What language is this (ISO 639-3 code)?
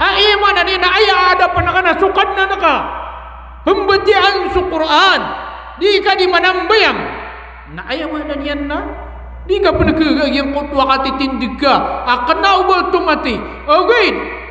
mrw